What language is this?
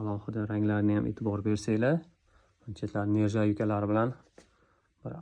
Uzbek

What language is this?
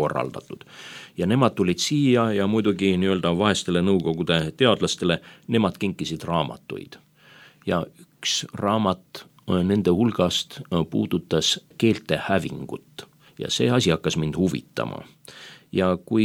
Estonian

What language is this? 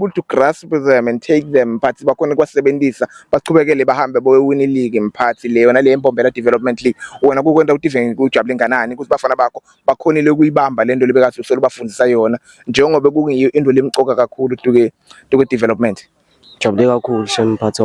Zulu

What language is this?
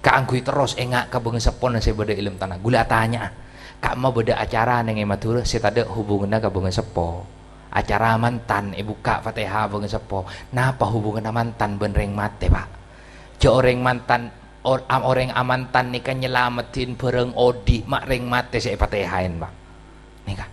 Madurese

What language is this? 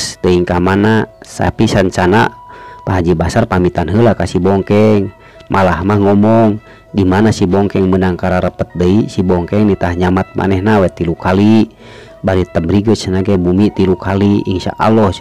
Sundanese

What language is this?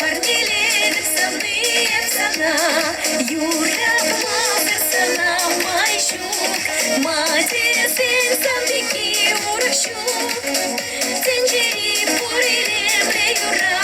Chuvash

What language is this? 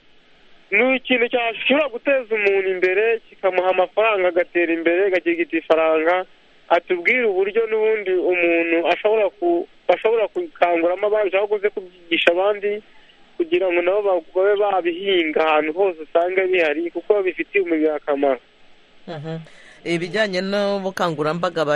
Kinyarwanda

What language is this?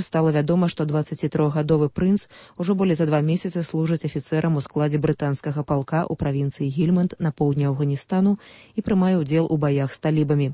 Belarusian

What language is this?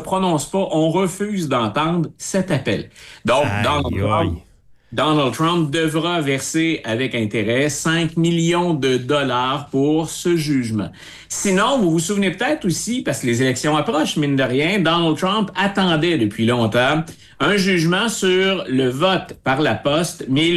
French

